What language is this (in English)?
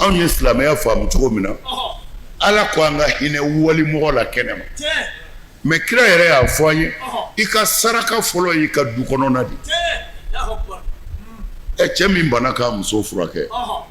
Bambara